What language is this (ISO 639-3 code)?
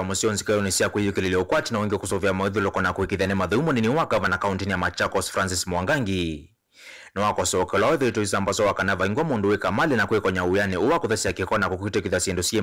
kam